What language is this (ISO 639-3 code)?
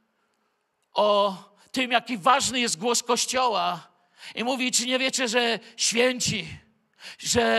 pol